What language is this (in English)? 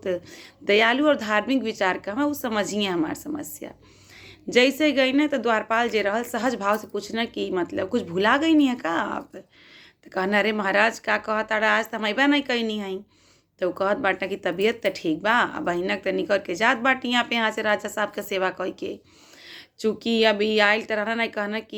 Bhojpuri